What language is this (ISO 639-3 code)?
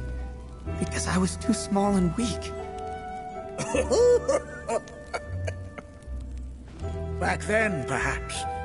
eng